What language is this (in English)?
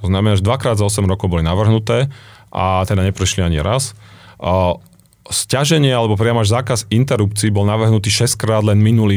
Slovak